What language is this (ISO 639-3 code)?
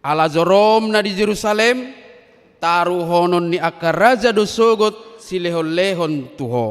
bbc